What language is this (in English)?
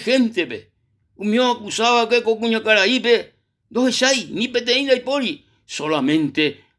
Guarani